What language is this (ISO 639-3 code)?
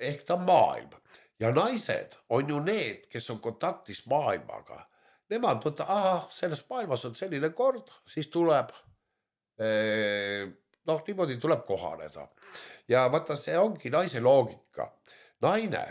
est